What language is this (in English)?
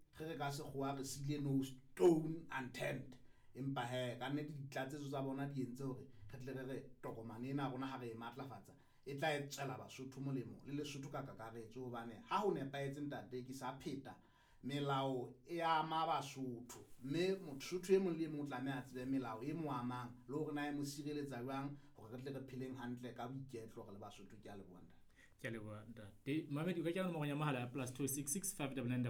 Southern Sotho